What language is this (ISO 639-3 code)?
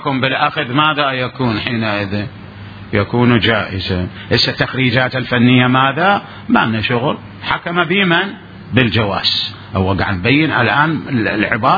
acm